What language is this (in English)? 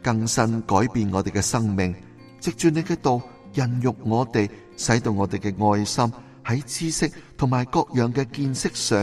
Cantonese